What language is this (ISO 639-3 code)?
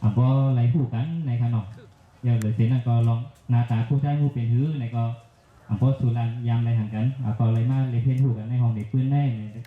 shn